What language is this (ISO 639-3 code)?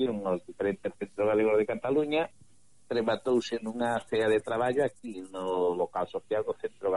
glg